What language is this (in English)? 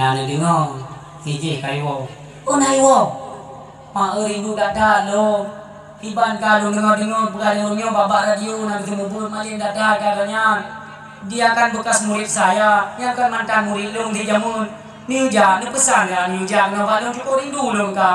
Achinese